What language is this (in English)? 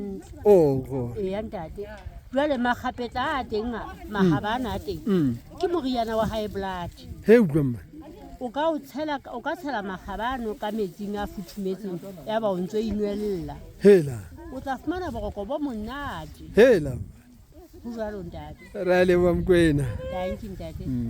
Southern Sotho